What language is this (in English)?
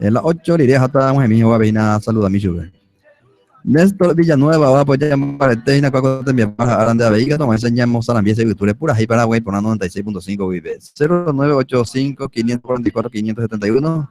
Guarani